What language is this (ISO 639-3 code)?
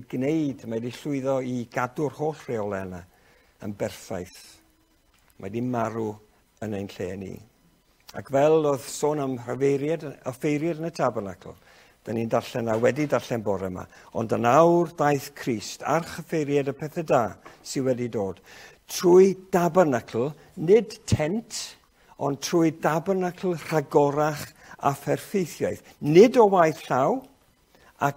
cym